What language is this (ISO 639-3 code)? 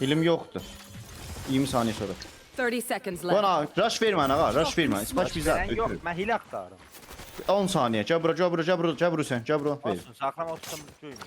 azb